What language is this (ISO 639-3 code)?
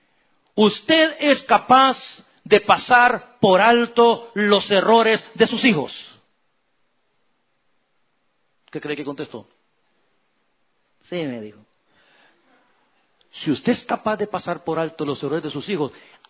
spa